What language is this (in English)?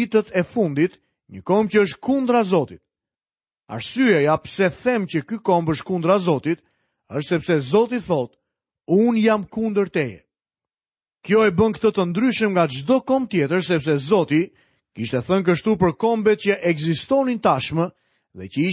Albanian